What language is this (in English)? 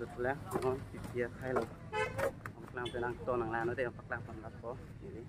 Karbi